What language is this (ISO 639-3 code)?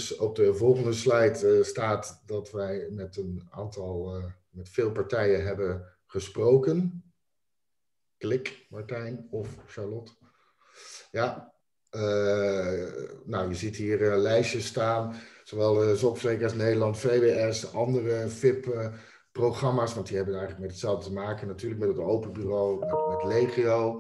nld